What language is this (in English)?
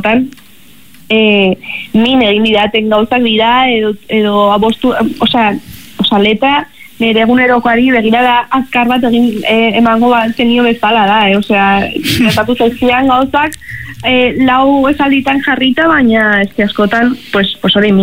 Basque